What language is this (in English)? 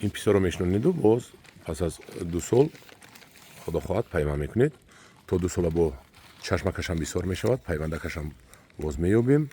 Tajik